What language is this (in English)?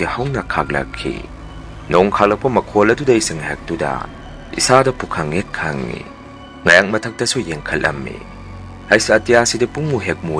Manipuri